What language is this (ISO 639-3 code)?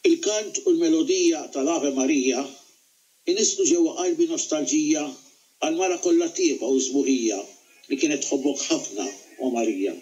mlt